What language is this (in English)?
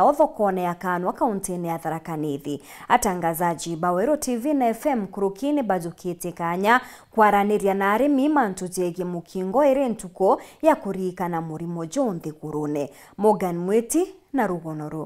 Meru